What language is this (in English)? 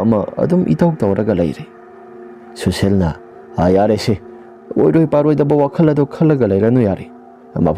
Manipuri